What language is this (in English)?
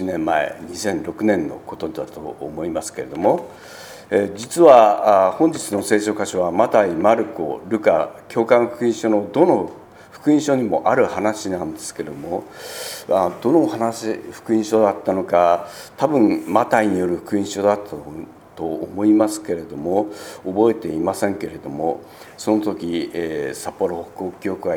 Japanese